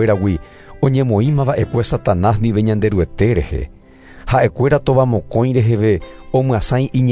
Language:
Guarani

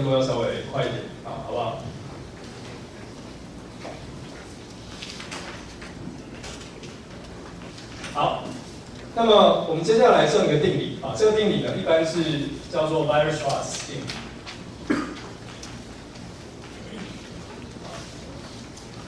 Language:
Chinese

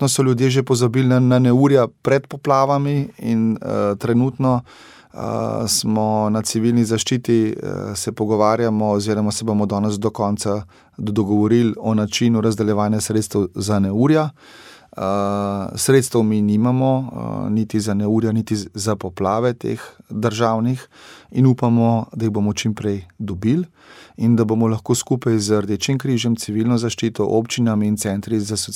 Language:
Slovenian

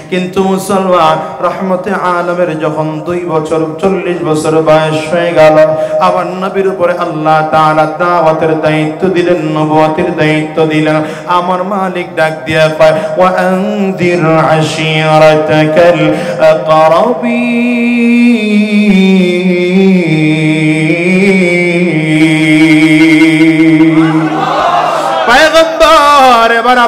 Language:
Bangla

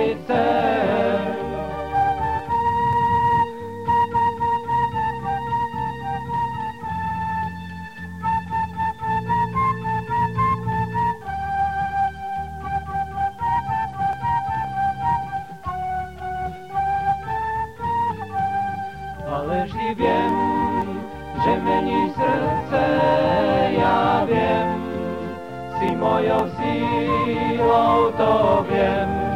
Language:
Slovak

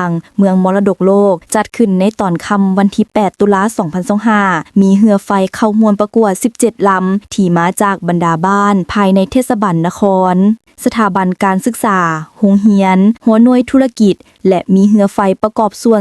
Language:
Lao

